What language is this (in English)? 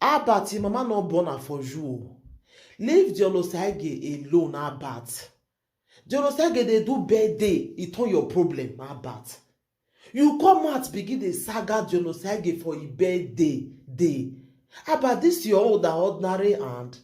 Nigerian Pidgin